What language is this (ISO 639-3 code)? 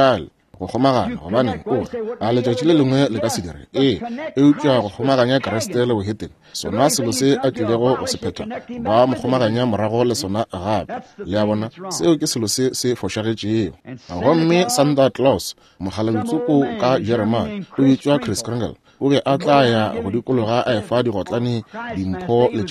nso